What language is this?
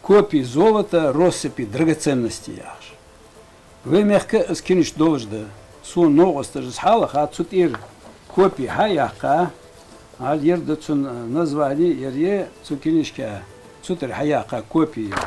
Ingush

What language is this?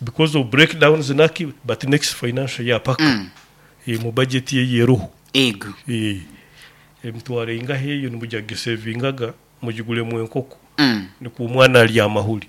Nyoro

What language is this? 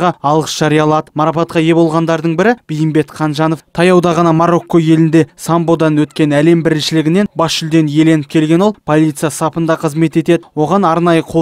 Kazakh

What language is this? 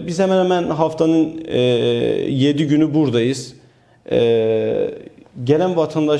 Turkish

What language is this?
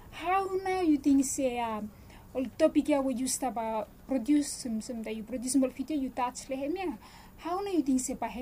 Bislama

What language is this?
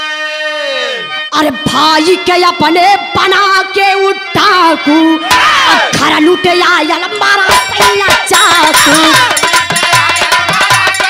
Bhojpuri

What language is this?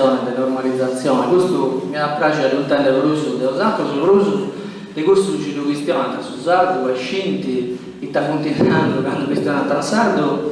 Sardinian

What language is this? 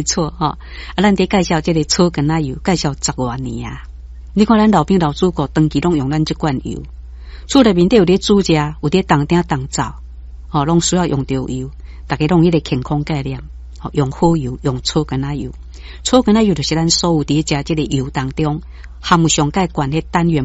Min Nan Chinese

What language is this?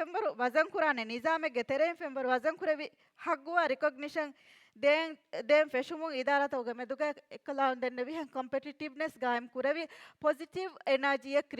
Divehi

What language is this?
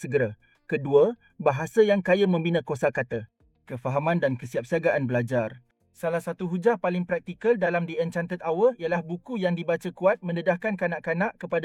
Malay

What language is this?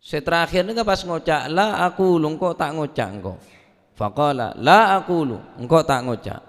Madurese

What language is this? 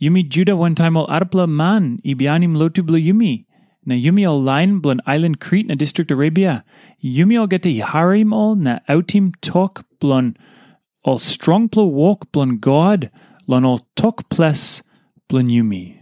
Tok Pisin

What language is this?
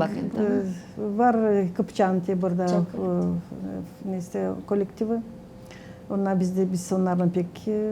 Gagauz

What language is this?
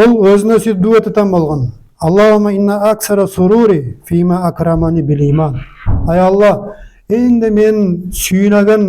Nogai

